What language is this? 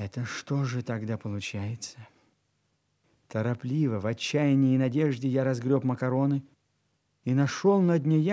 Russian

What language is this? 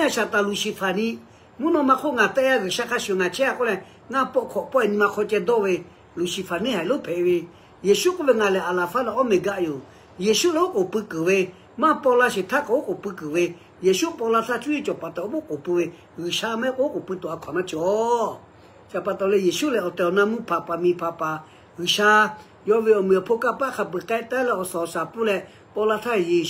Lahu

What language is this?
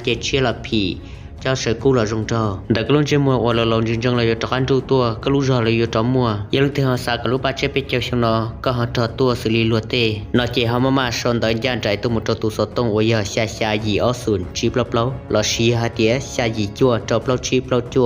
Hmong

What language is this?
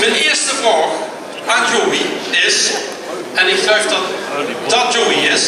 Limburgish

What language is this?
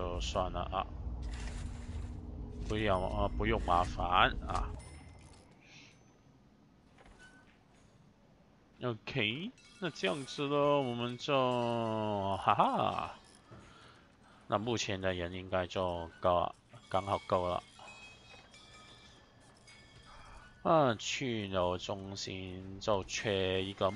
Chinese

